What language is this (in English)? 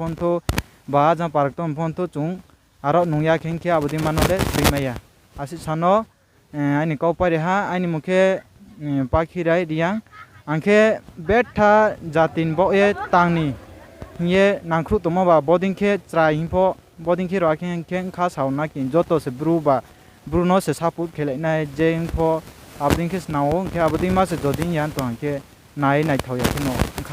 Riang (India)